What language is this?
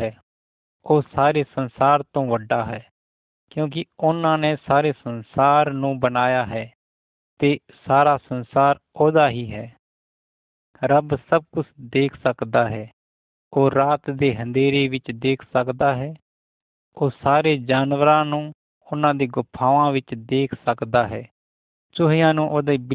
Punjabi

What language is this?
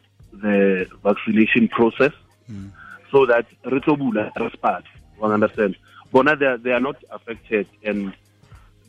Tswana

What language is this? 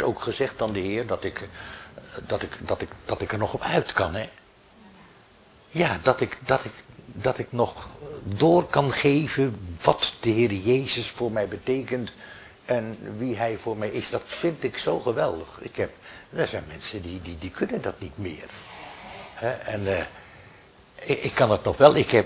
Dutch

